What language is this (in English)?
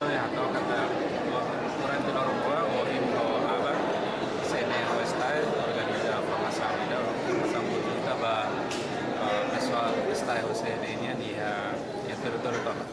Tetum